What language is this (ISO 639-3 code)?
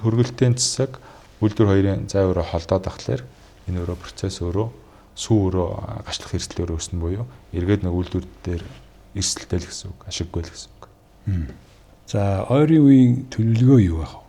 mon